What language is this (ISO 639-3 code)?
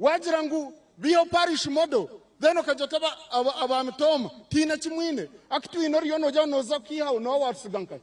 nyn